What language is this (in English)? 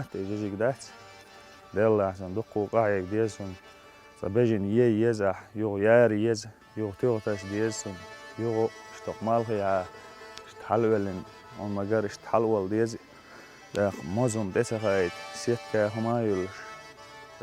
Chechen